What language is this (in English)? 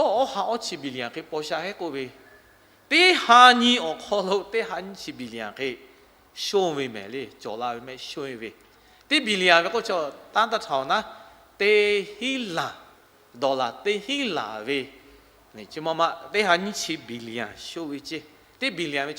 Lahu